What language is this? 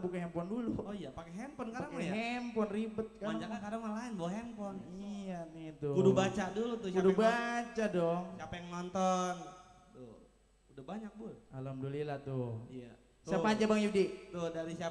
Betawi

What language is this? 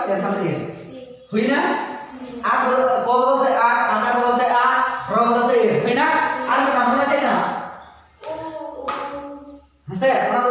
Santali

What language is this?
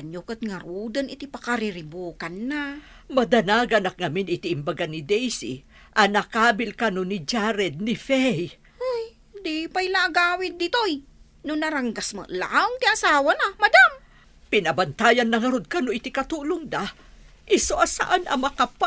Iloko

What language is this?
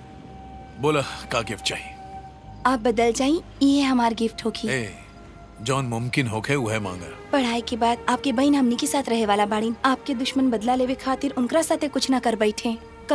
Bhojpuri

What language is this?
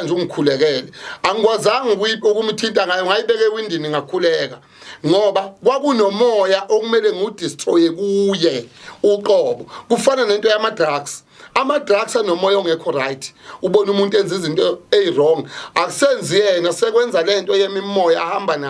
Zulu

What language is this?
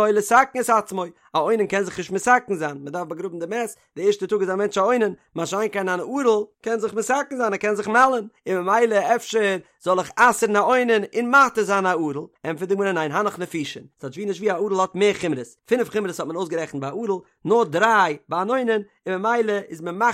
Yiddish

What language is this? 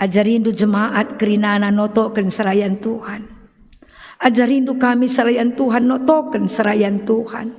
Batak Karo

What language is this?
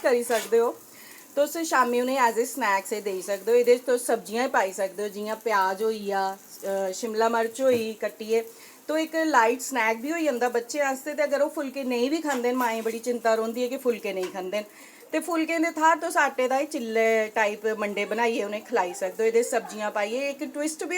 Dogri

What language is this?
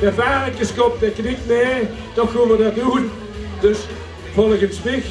Limburgish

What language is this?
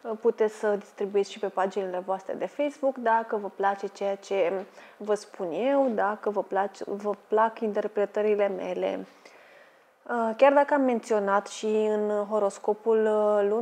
Romanian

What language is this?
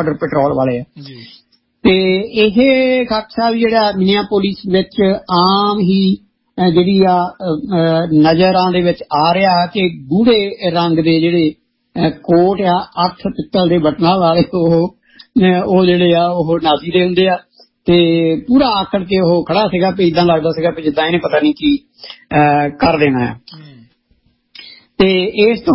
Punjabi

